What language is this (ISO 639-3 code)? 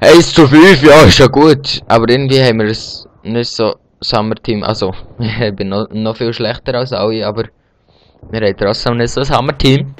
gsw